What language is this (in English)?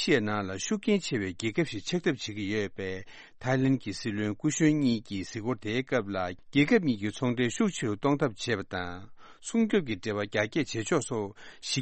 Tibetan